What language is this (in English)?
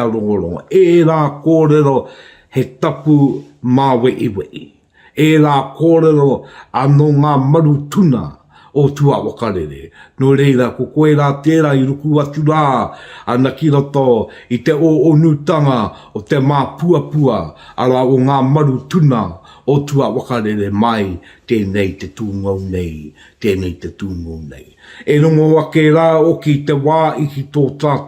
Māori